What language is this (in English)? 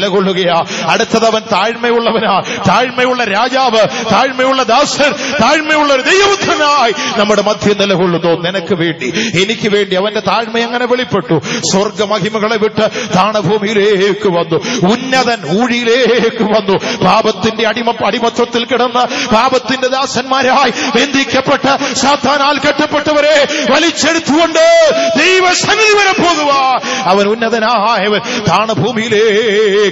Malayalam